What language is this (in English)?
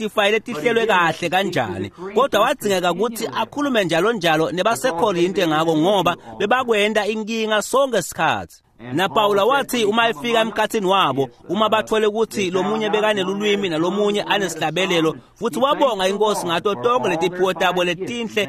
Swati